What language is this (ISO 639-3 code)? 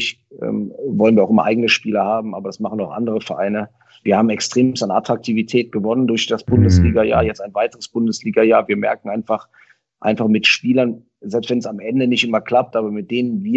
deu